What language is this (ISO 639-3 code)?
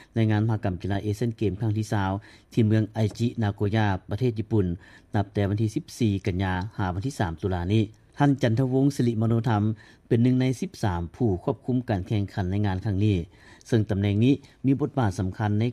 lao